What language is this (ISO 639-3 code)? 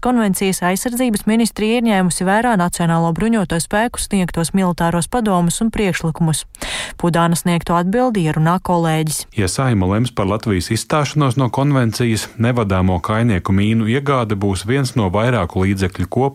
lav